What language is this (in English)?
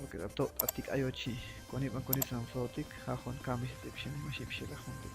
Chuj